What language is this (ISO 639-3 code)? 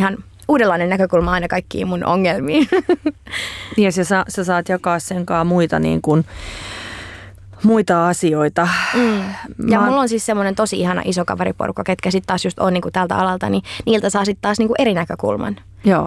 fin